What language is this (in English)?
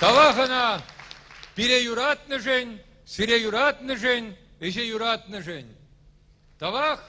Chuvash